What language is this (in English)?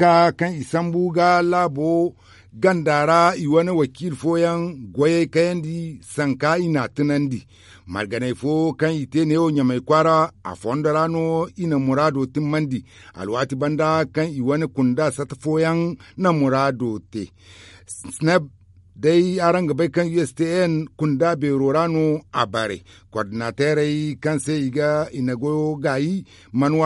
Zarma